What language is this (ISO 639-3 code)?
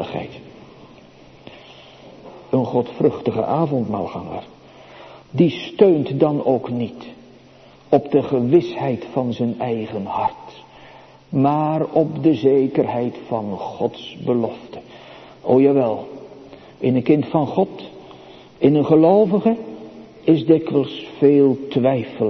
nld